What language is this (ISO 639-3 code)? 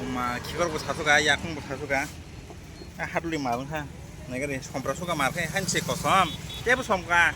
trp